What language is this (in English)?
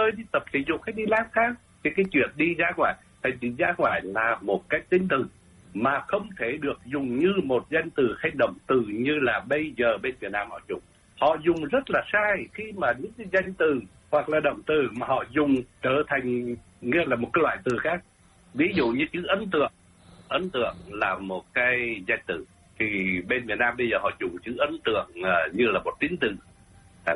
Vietnamese